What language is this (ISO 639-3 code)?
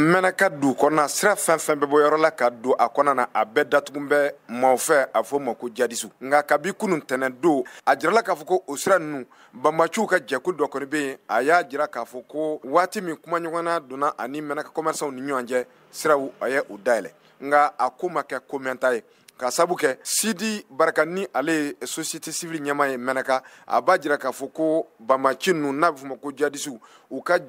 bam